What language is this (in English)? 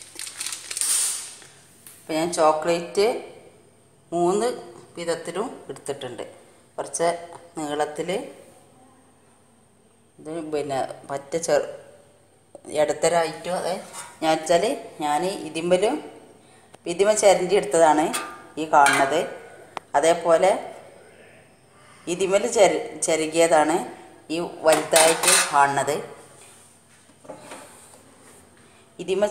Malayalam